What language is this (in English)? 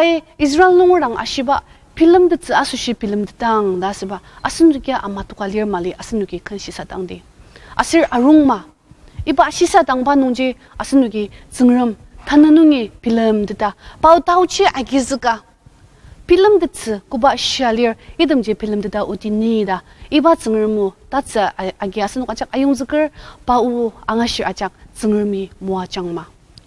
Ao Naga